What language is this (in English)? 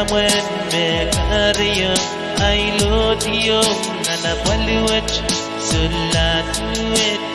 Pohnpeian